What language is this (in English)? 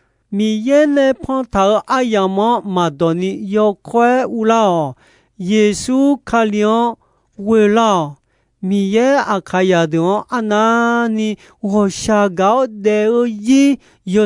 Akha